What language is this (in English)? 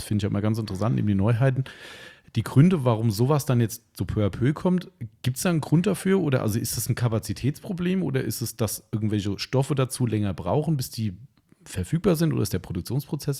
German